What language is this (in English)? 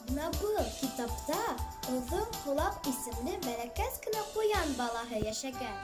Bashkir